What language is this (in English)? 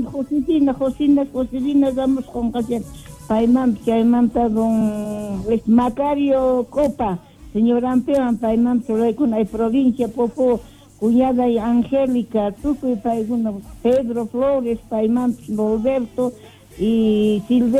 South Bolivian Quechua